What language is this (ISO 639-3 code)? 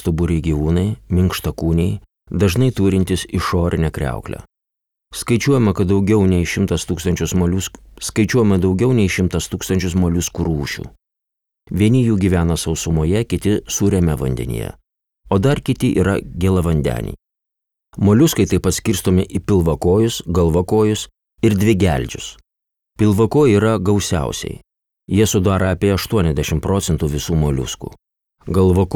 lit